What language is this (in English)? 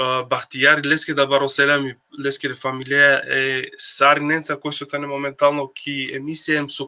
Balkan Romani